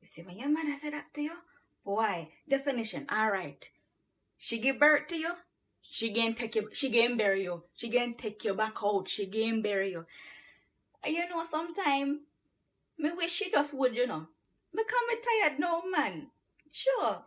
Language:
Jamaican Creole English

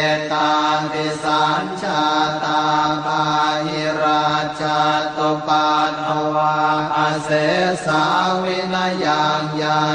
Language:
Pali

